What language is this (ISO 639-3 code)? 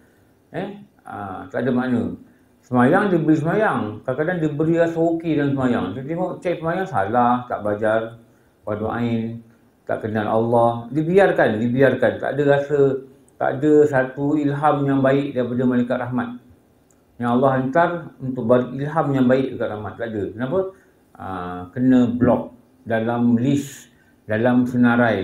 msa